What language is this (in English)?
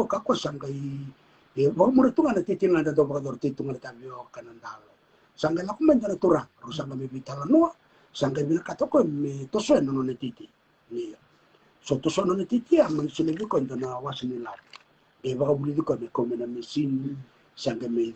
Fijian